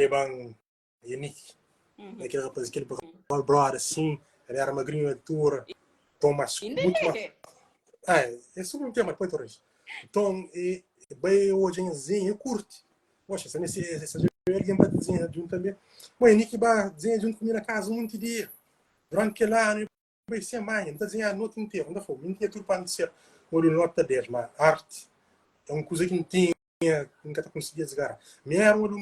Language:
Kabuverdianu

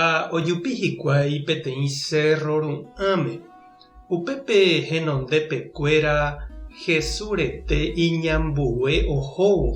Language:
Guarani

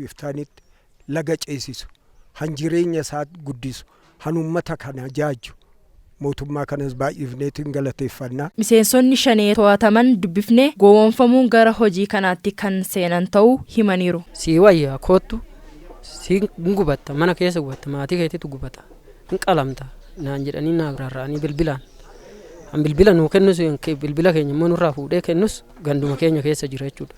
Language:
Oromo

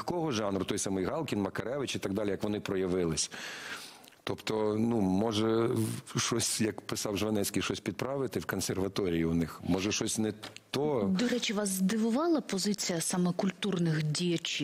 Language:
Ukrainian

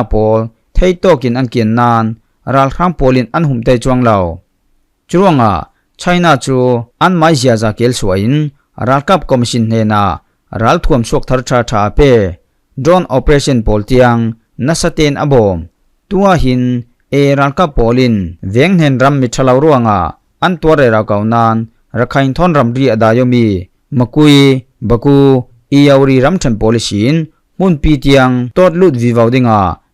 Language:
Falam Chin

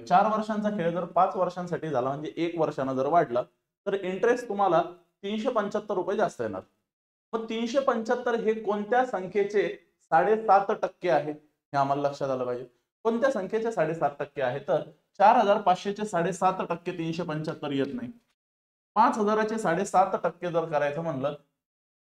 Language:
Marathi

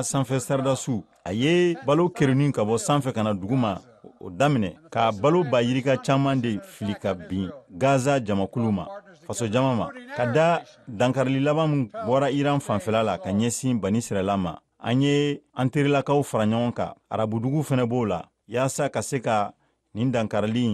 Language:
Bambara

